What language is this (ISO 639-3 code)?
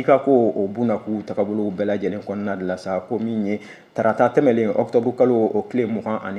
bam